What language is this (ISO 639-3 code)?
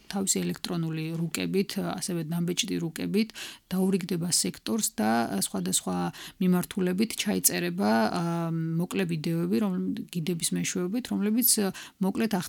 kat